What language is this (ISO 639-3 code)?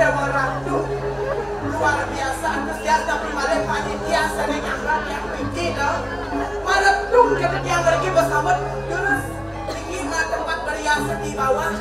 ban